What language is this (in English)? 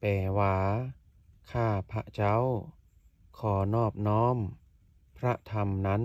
Lao